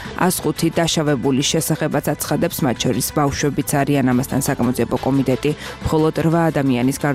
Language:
Georgian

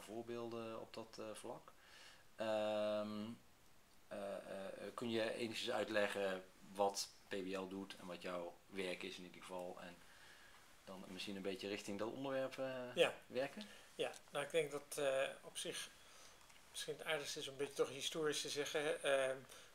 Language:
Dutch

